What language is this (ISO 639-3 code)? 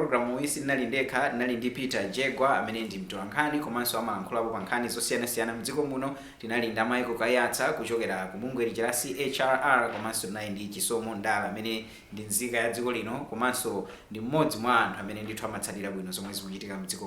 nya